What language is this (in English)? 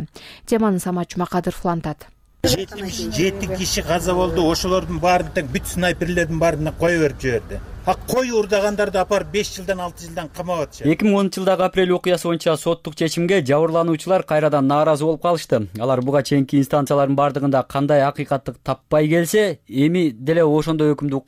Kyrgyz